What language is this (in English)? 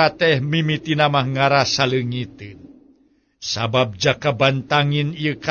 Sundanese